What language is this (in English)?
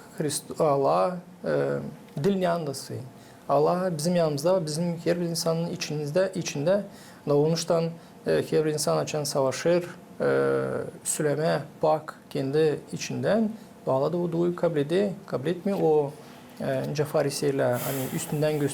Gagauz